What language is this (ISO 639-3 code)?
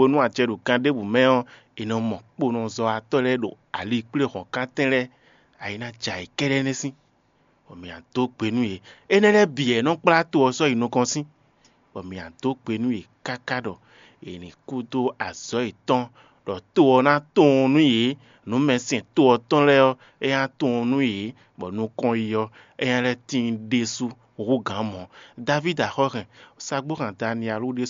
fon